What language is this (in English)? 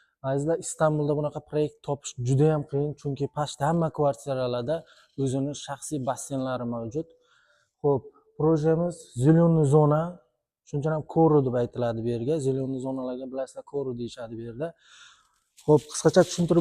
Uzbek